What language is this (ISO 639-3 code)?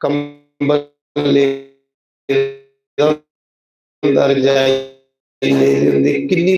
doi